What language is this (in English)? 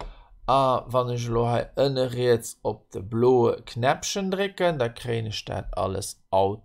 Luxembourgish